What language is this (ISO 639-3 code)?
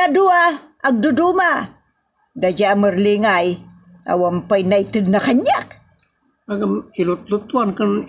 ilo